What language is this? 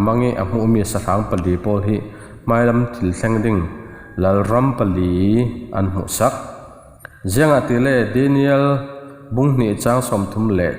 Falam Chin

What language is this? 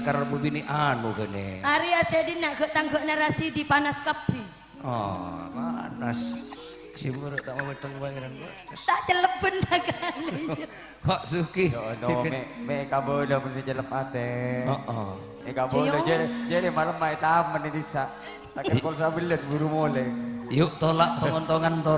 Madurese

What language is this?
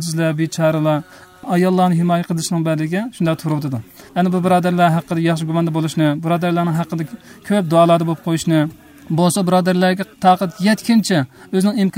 Uyghur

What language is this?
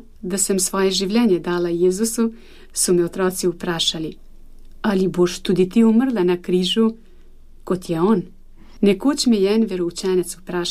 Slovenian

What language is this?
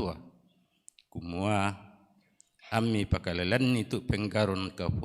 Toraja-Sa'dan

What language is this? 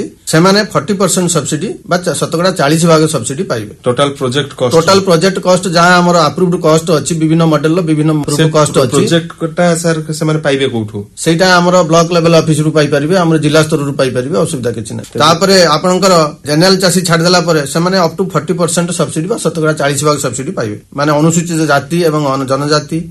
Odia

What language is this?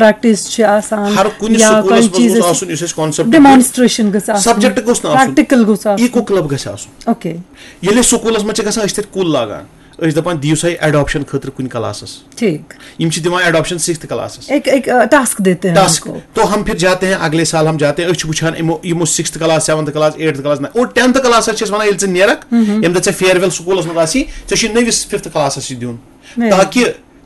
Kashmiri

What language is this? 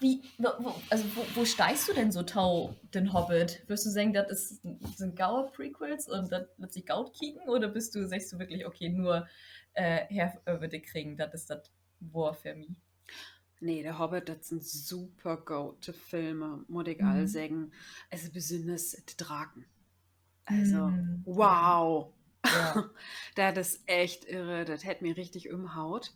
Low German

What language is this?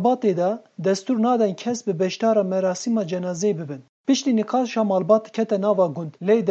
Kurdish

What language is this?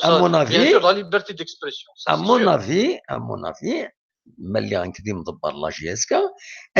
Kabyle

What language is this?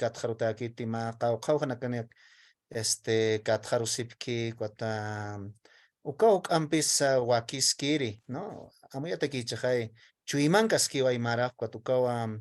Aymara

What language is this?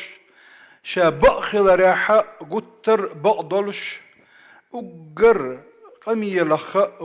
Chechen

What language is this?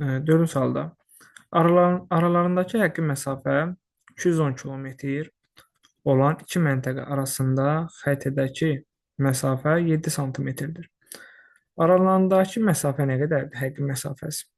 Azerbaijani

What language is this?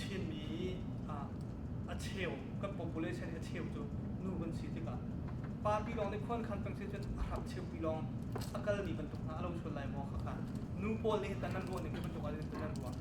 Hakha Chin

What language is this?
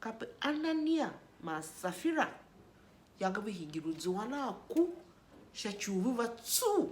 Tiv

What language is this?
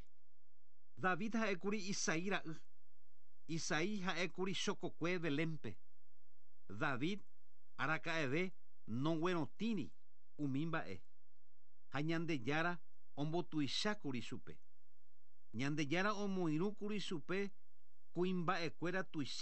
Guarani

